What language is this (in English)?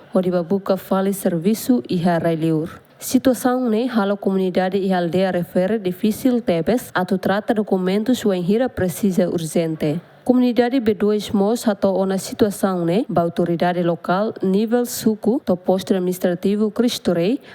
Tetum